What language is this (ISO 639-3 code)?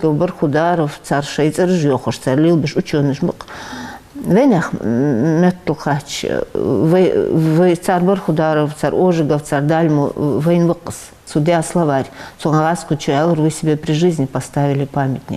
inh